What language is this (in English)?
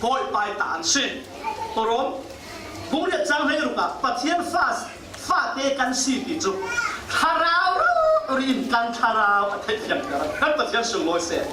Falam Chin